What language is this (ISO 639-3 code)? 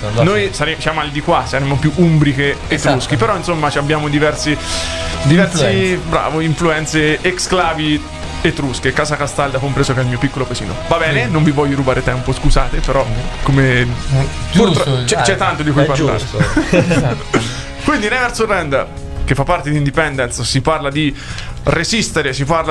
ita